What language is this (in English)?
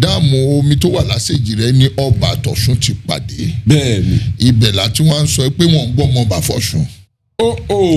Yoruba